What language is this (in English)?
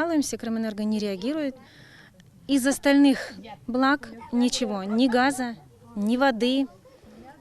Crimean Tatar